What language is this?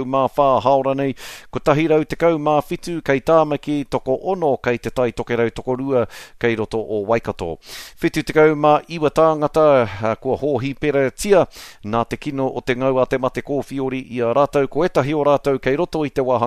Māori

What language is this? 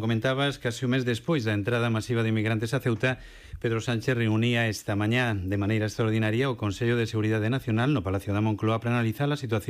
Galician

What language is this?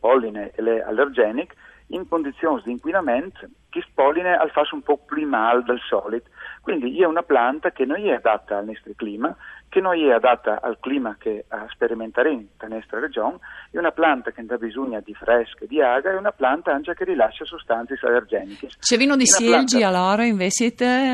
Friulian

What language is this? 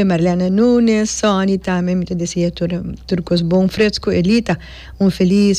Papiamento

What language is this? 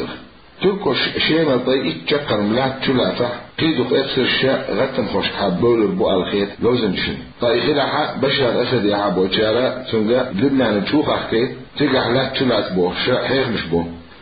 Chechen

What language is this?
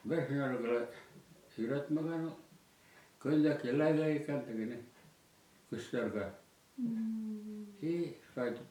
Bashkir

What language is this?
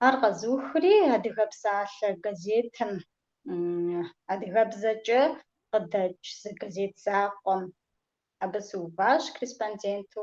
Kabardian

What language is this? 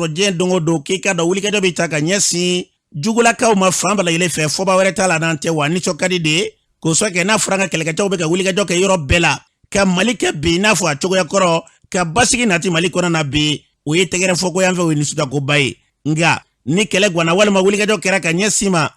Bambara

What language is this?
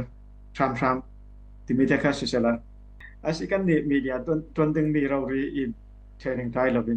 Falam Chin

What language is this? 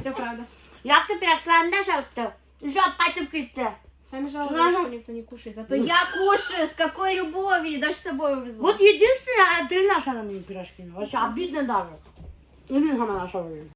Bashkir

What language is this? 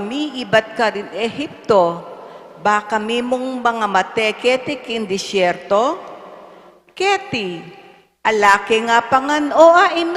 Pampanga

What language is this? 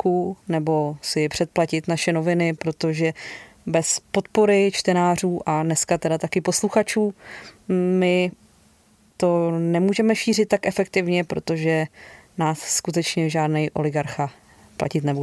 Czech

